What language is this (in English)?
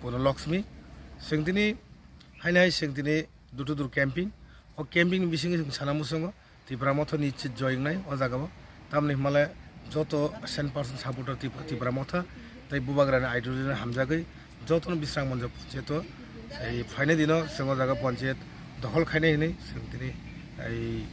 Kok Borok